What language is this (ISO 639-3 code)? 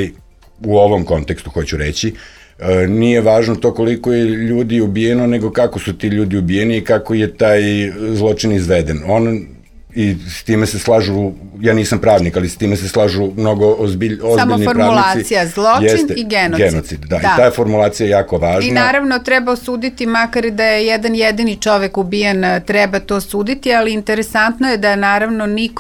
srp